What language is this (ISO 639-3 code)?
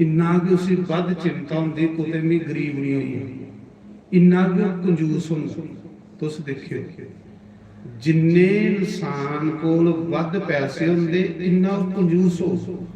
doi